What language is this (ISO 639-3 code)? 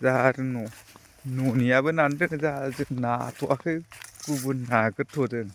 brx